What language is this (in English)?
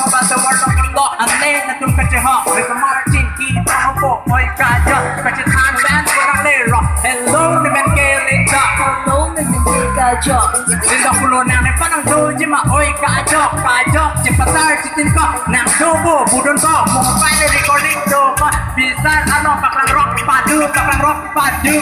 Karbi